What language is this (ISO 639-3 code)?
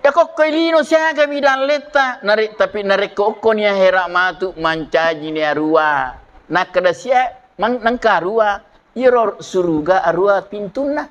bug